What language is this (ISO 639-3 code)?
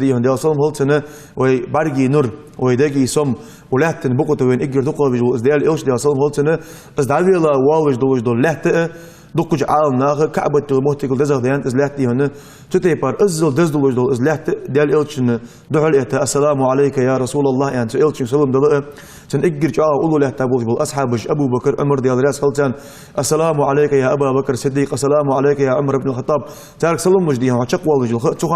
inh